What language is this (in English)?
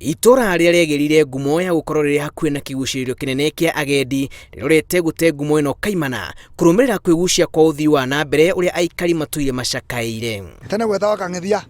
Kikuyu